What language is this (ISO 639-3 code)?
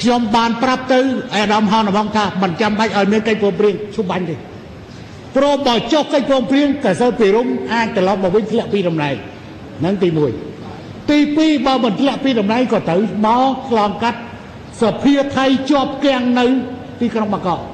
khm